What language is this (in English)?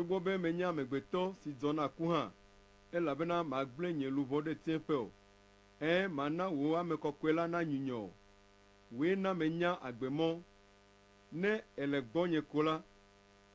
Ewe